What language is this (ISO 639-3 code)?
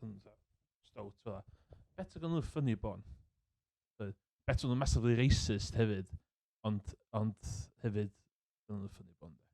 cym